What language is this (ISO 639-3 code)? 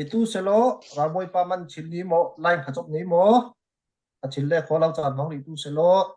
cfm